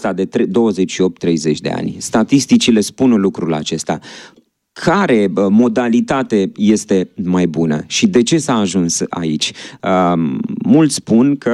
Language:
Romanian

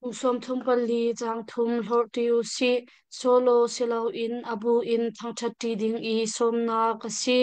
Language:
Hakha Chin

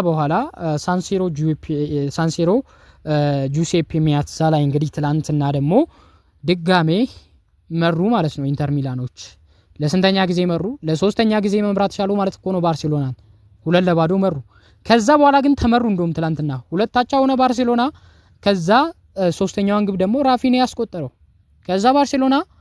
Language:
Amharic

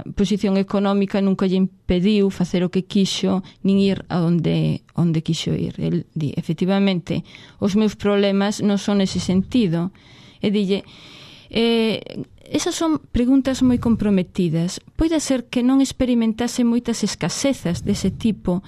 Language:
Galician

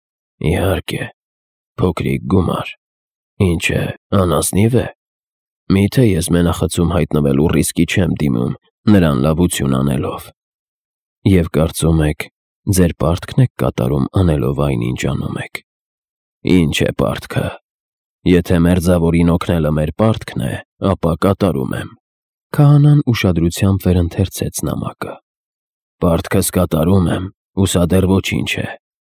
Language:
Armenian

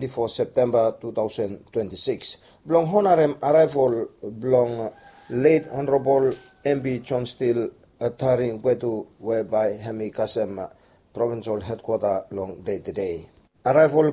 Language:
Bislama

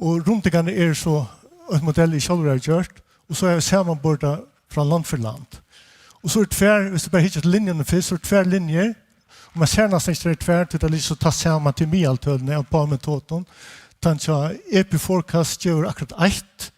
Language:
Faroese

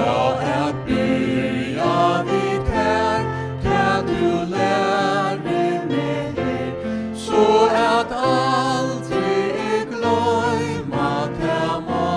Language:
Faroese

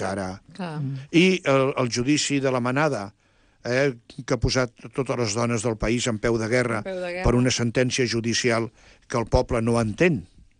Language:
Catalan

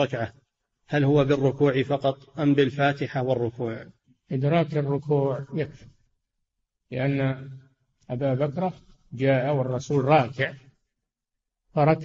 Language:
Arabic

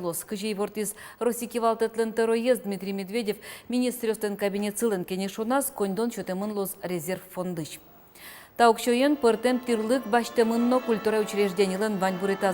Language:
Udmurt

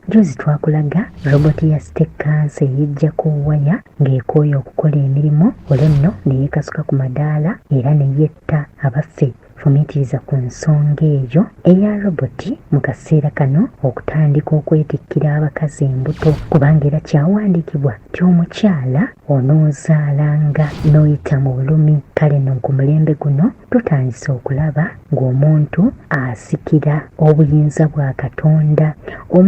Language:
Ganda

